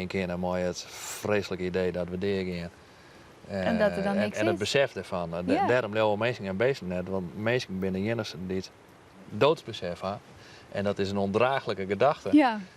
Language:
Western Frisian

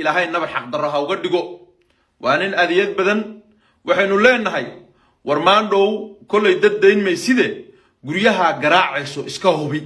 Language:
Somali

